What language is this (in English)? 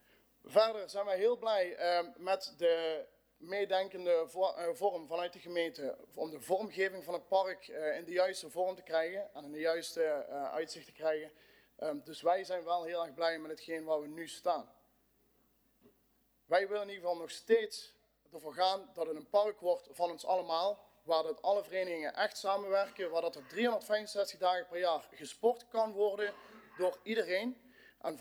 Dutch